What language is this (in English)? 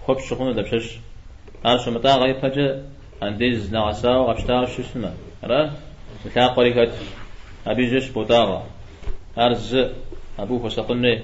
Kabardian